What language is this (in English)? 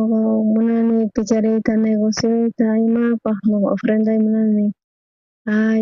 South Bolivian Quechua